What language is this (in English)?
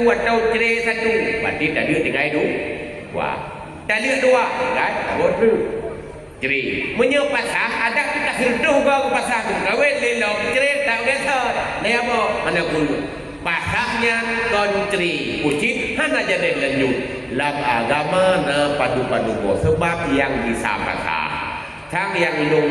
Achinese